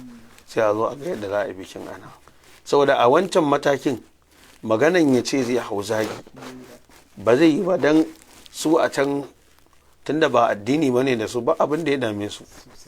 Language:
Hausa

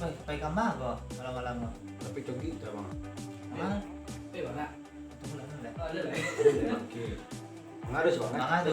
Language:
Minangkabau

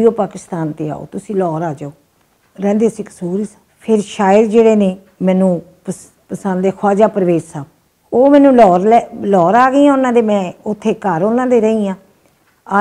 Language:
Western Panjabi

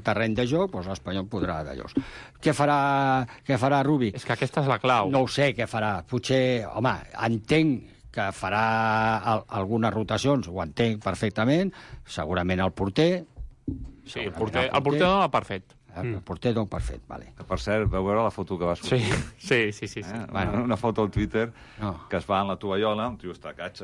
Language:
Catalan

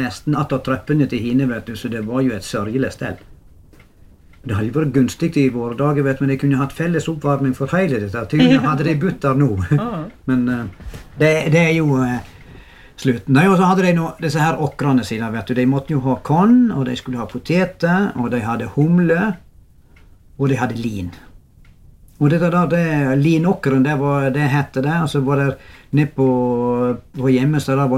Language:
Norwegian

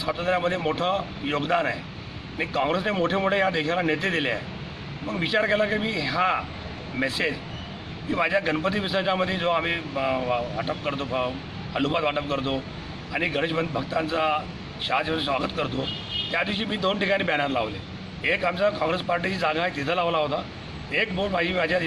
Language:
Marathi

